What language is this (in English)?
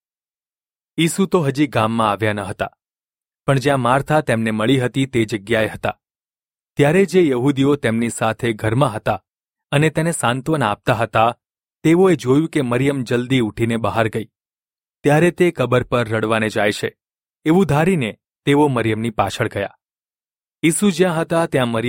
Gujarati